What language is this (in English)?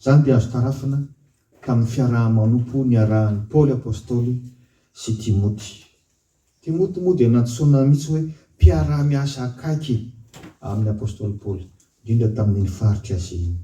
Malagasy